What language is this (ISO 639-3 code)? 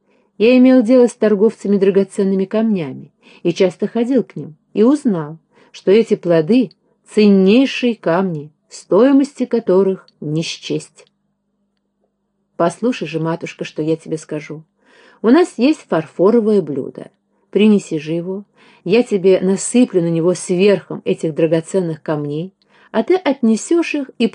rus